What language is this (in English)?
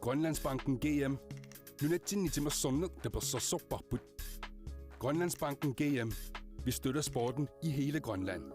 Kalaallisut